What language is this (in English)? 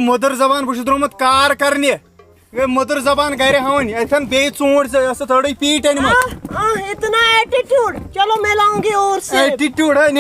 Kashmiri